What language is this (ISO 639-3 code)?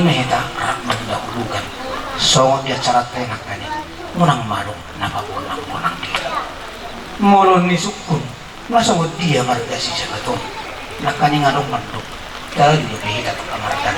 bbc